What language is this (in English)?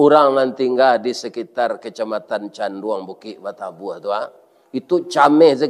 Minangkabau